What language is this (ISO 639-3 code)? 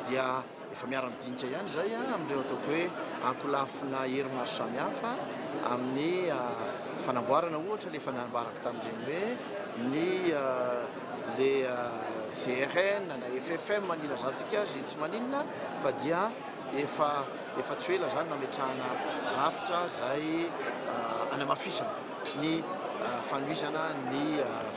mlg